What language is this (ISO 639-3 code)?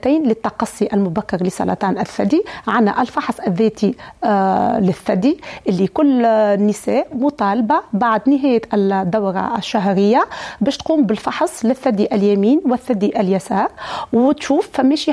aeb